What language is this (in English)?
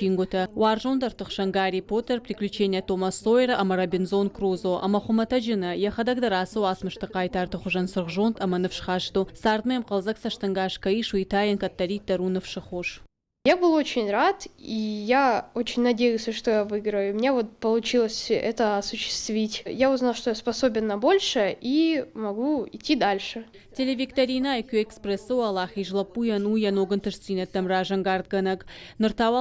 Ossetic